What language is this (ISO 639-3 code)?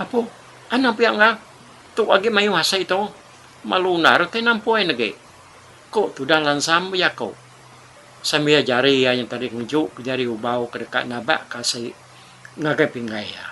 iba